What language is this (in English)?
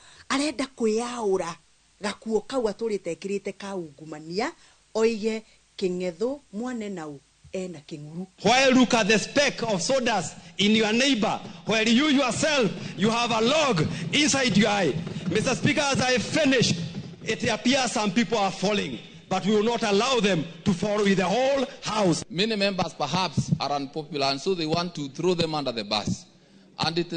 Kikuyu